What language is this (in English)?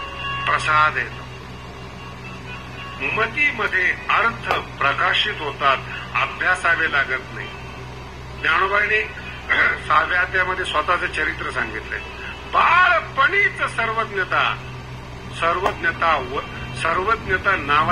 Marathi